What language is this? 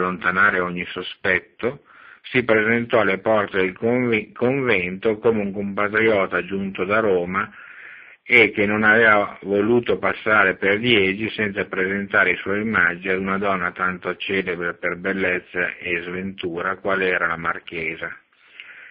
Italian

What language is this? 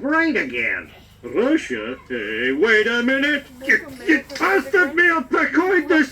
Nyanja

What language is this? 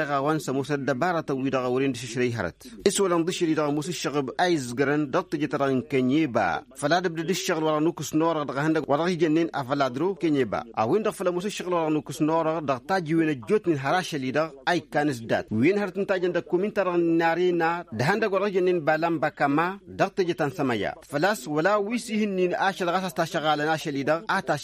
Tamasheq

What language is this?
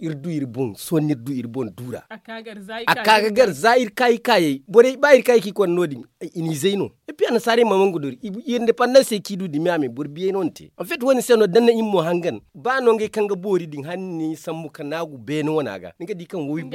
Zarma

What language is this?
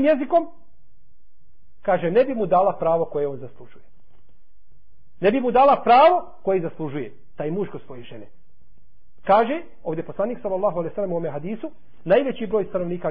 Bosnian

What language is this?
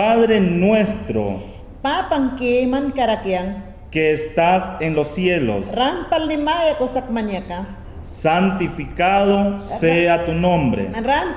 Mayangna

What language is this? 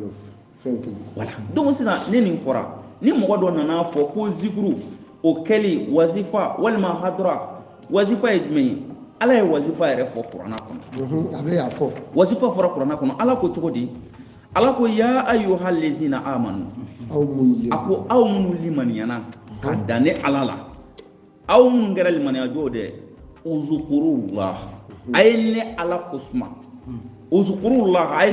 Bambara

